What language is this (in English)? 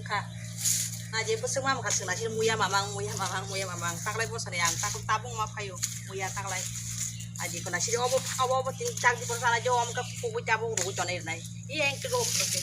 Kok Borok